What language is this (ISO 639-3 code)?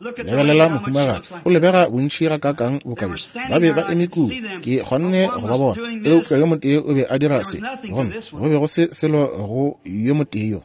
nso